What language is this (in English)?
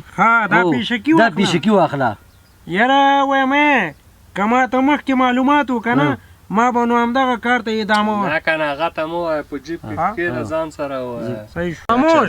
Pashto